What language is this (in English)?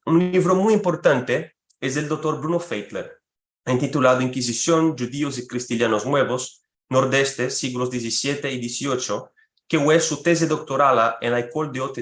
Ladino